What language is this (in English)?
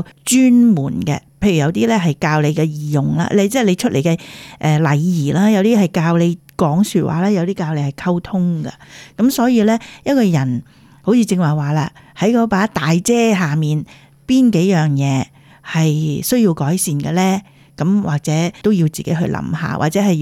Cantonese